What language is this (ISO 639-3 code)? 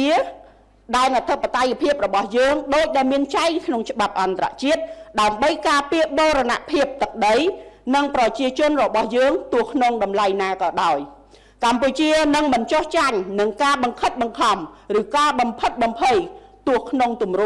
khm